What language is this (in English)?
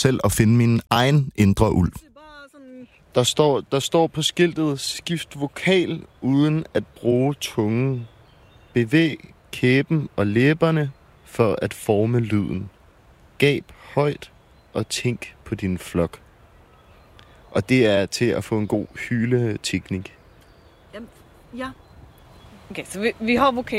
Danish